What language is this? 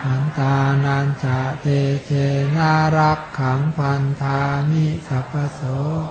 Pali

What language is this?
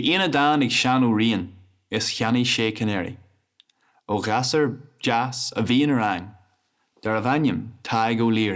Irish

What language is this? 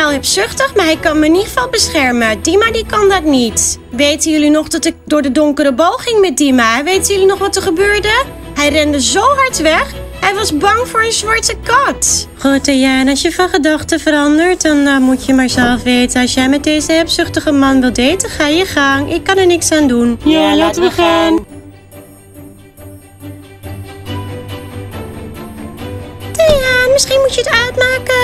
Dutch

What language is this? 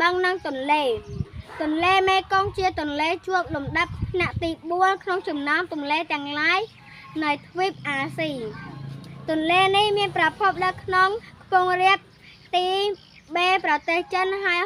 Khmer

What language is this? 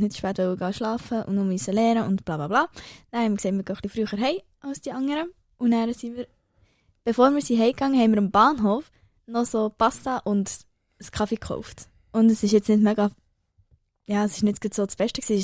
Swiss German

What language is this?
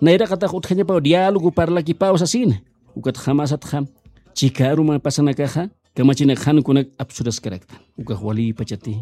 Aymara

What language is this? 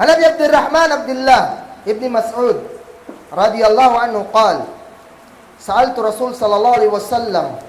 Kagan Kalagan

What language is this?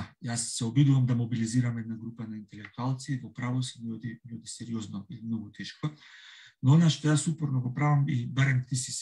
Macedonian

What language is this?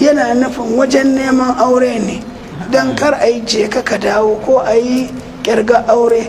Hausa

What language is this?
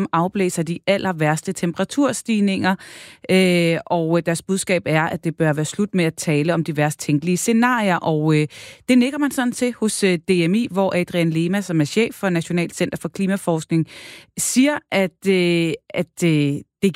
Danish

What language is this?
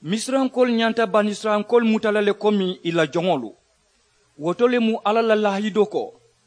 Mandingo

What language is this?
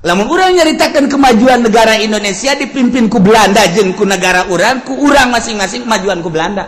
Sundanese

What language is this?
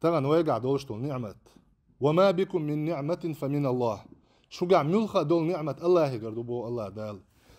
Chechen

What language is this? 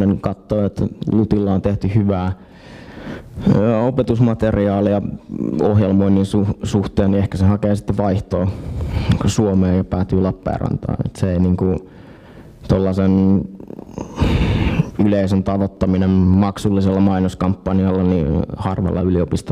Finnish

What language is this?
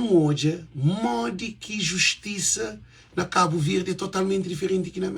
Kabuverdianu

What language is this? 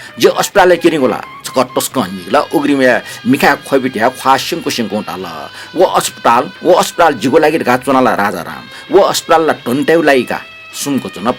Newari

